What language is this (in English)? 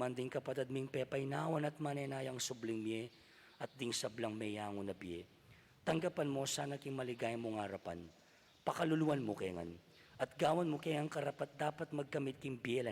Pampanga